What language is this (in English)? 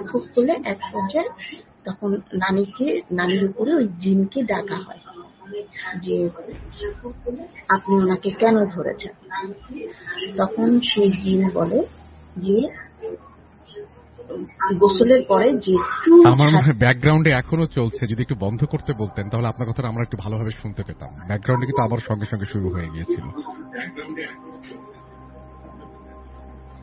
Bangla